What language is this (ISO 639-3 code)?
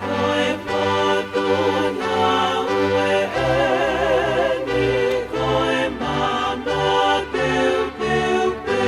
ton